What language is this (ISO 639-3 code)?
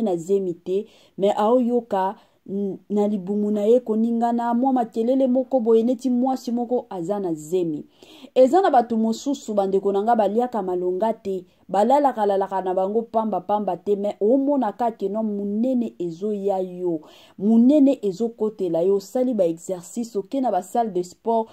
lin